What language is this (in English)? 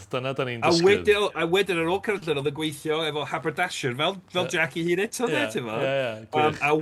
Welsh